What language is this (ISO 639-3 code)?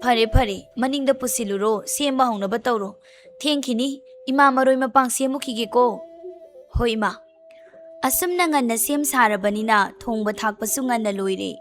mni